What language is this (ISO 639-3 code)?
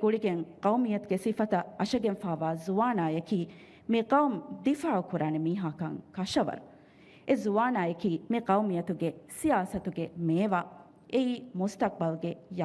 div